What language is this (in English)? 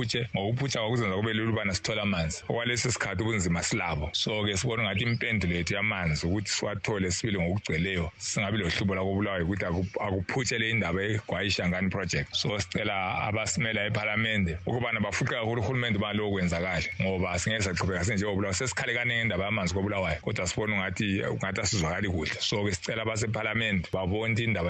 North Ndebele